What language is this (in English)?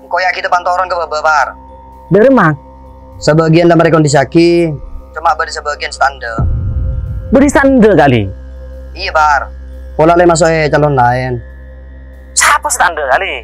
Madurese